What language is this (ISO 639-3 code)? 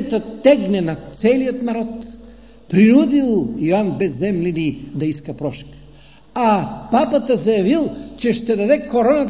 bul